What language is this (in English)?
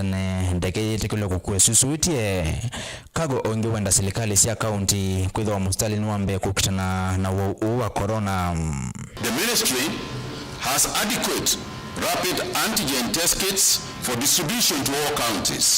Kamba